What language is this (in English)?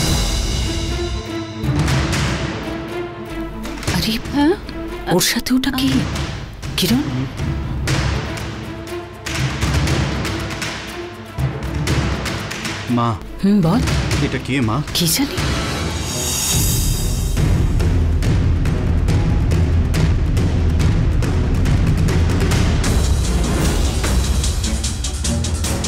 Bangla